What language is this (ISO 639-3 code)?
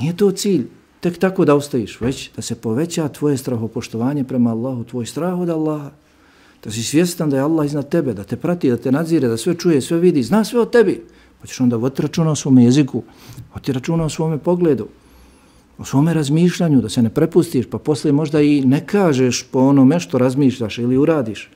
bos